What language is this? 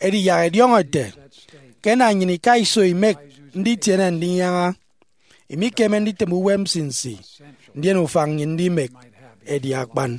Efik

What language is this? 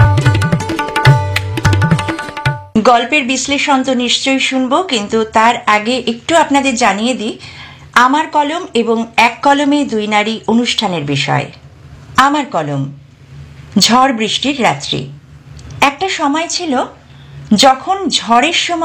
Bangla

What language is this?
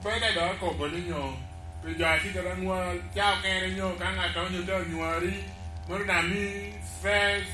Lango (Uganda)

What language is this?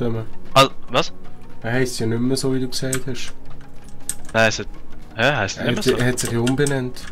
Swiss German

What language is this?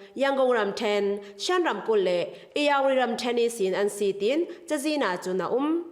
Falam Chin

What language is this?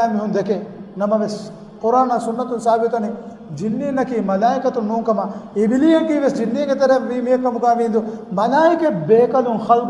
Divehi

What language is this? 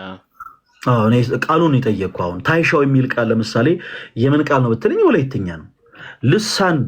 Amharic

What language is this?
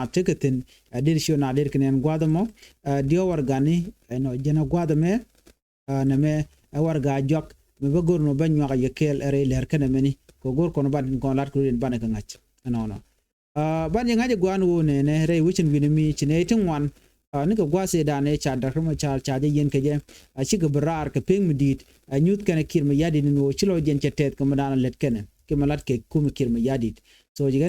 Nuer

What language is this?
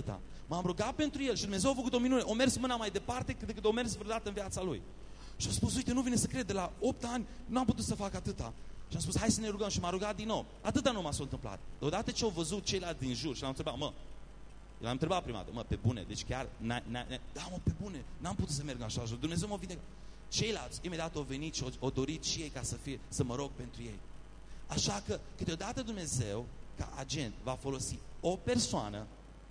Romanian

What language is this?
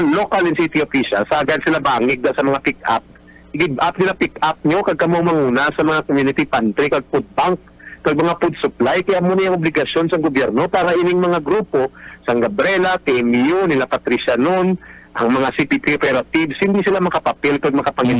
Hiligaynon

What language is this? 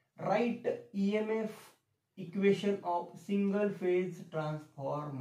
Marathi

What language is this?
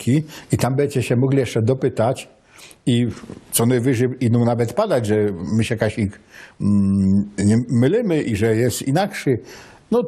Silesian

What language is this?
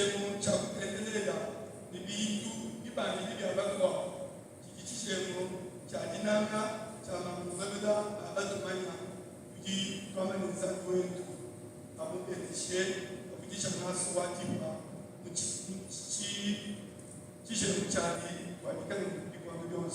Luba-Lulua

